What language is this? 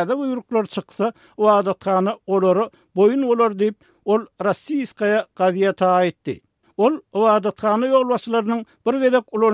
Turkmen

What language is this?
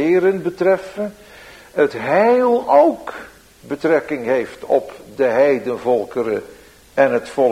Dutch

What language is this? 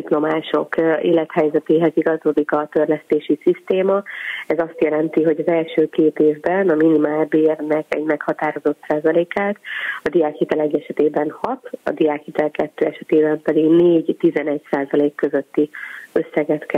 Hungarian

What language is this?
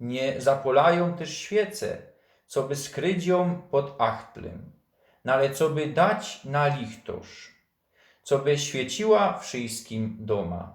Silesian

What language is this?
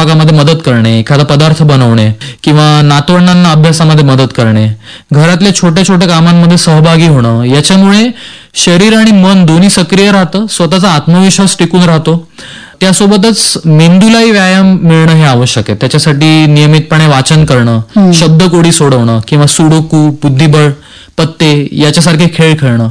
Marathi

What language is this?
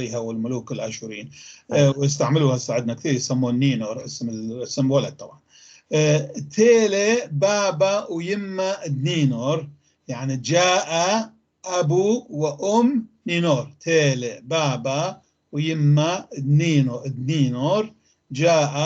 North Levantine Arabic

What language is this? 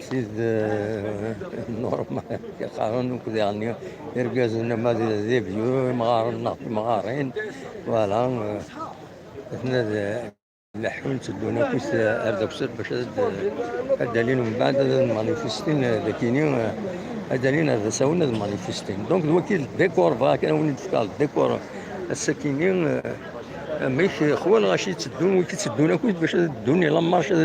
Kabyle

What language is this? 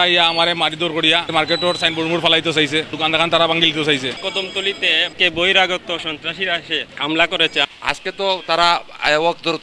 Sylheti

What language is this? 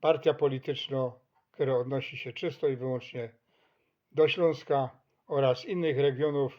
Silesian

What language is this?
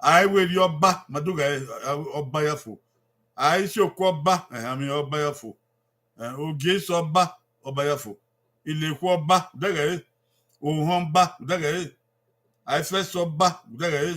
Bini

